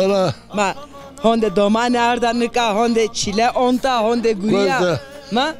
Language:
Zaza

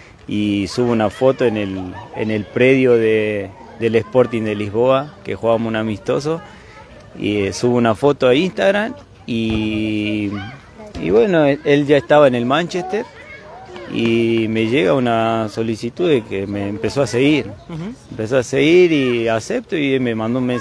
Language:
Spanish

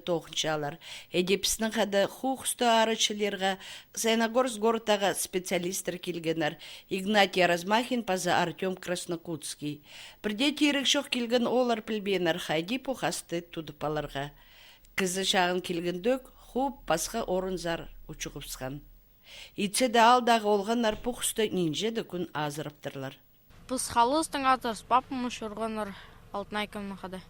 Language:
Khakas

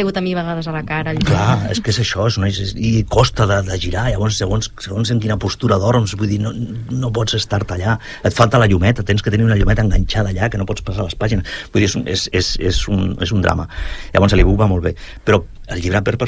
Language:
Catalan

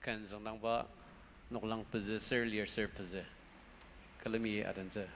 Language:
Ao Naga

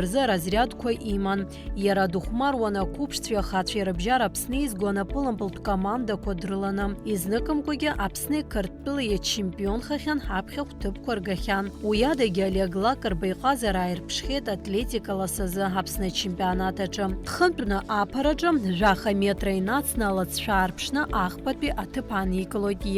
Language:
Abkhazian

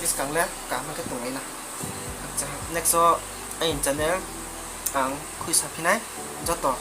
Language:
Riang (India)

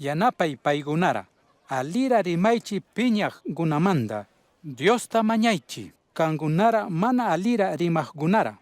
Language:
Chimborazo Highland Quichua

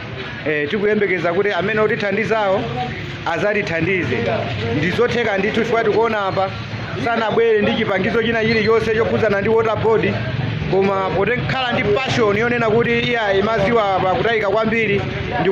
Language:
Nyanja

